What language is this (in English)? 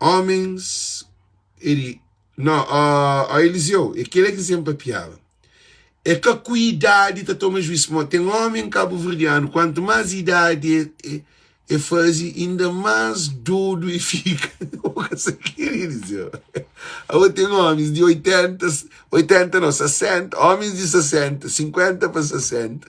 Kabuverdianu